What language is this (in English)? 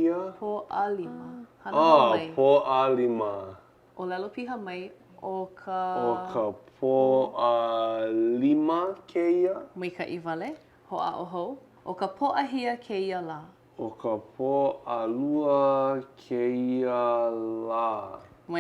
Hawaiian